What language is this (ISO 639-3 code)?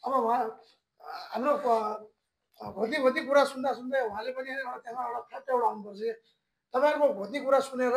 nep